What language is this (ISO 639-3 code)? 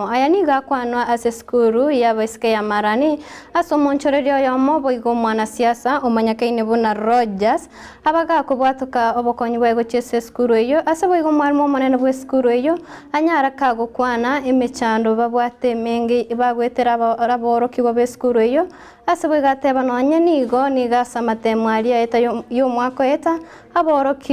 guz